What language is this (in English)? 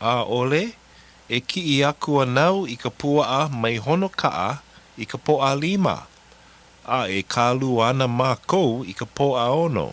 Hawaiian